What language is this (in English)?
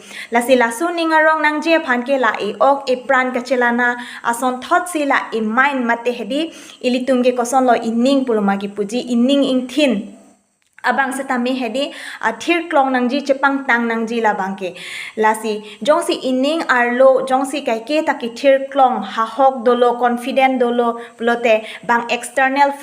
Karbi